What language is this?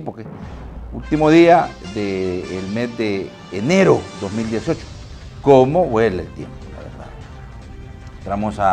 Spanish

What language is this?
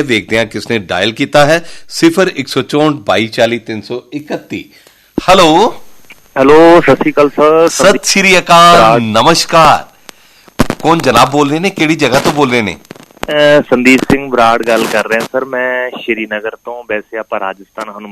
Punjabi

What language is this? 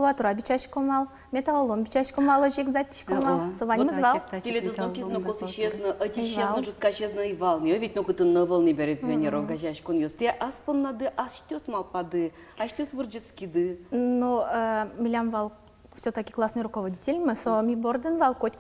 Udmurt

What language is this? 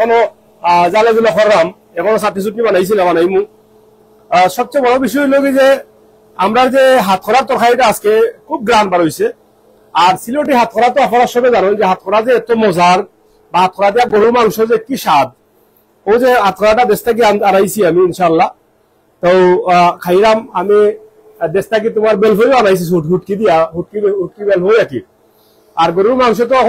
Sylheti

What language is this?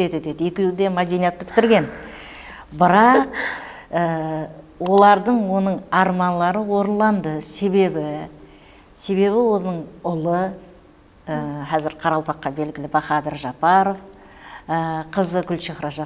Kara-Kalpak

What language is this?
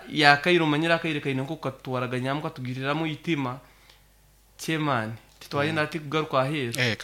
Nyoro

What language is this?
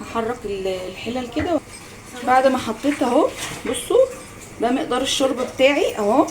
Egyptian Arabic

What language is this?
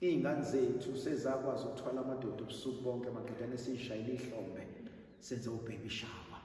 Zulu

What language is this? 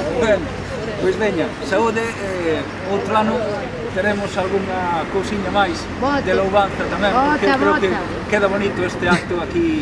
Galician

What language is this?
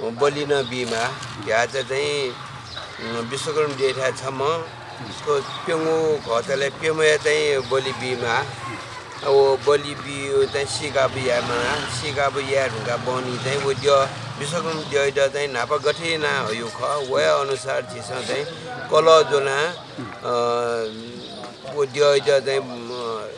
Newari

